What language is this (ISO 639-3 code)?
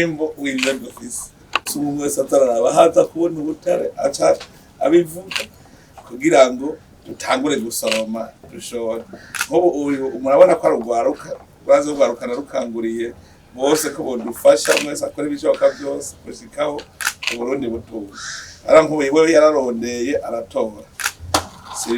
run